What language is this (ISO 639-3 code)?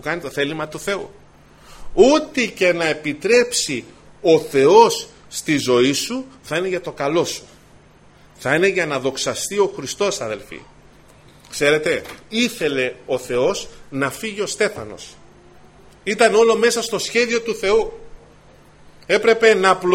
ell